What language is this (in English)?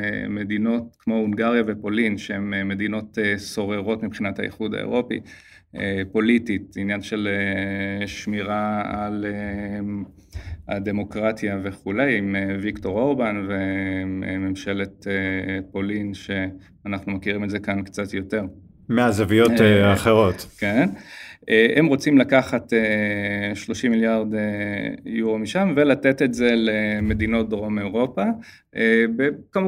Hebrew